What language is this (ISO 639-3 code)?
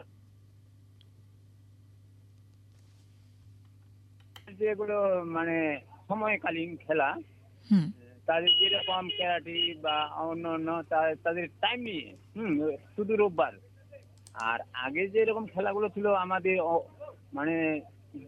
ben